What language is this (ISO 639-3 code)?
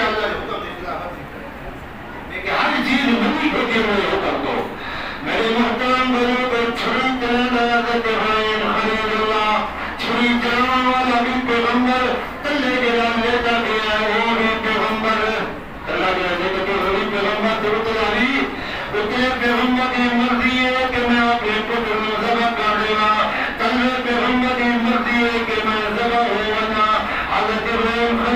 skr